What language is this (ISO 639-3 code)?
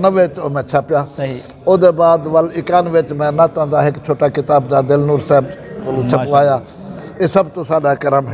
skr